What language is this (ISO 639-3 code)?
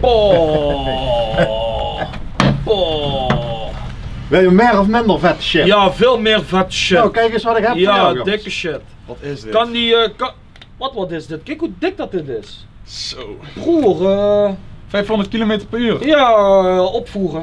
lim